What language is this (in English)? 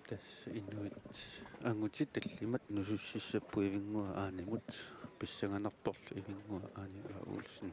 Kalaallisut